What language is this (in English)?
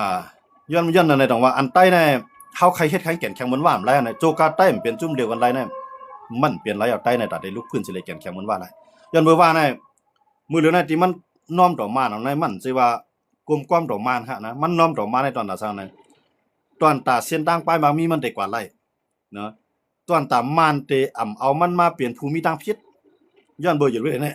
Shan